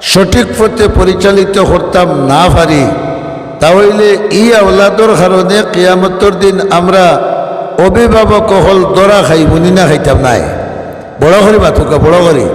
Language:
Sylheti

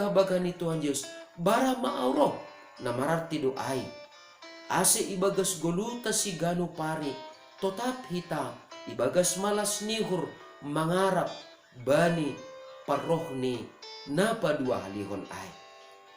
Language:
Batak Simalungun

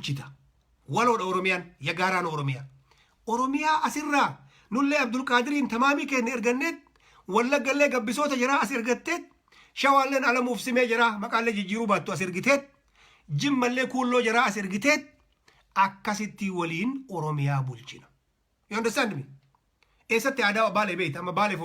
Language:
Oromo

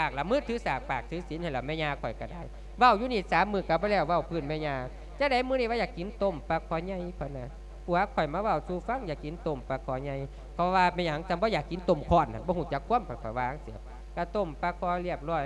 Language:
Lao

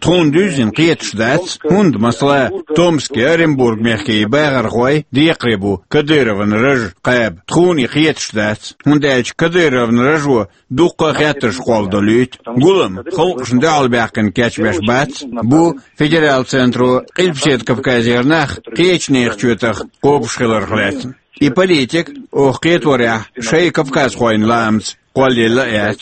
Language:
Chechen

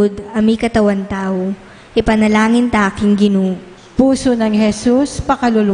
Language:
Pampanga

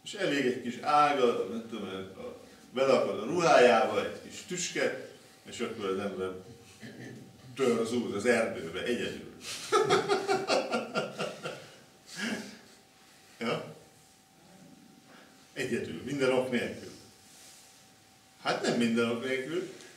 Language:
Hungarian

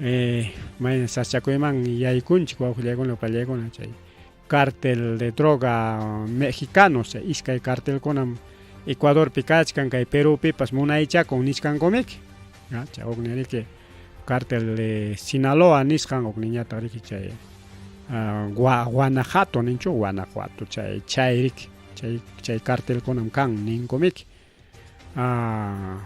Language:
Ayacucho Quechua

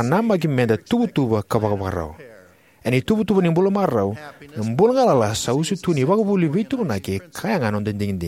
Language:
Fijian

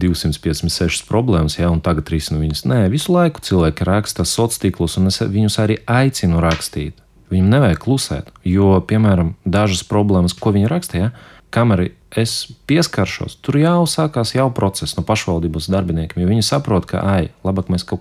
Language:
Latvian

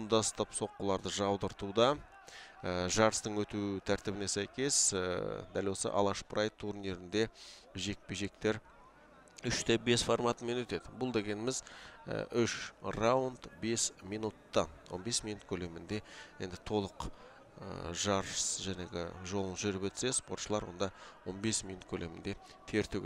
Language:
Kazakh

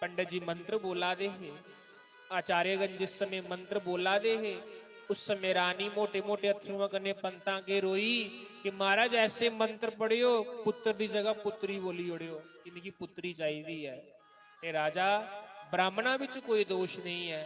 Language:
Dogri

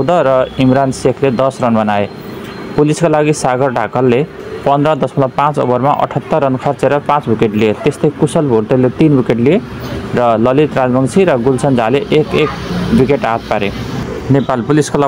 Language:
Nepali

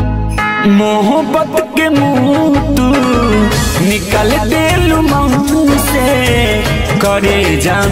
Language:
Bhojpuri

